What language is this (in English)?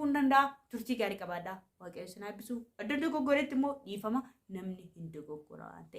Oromo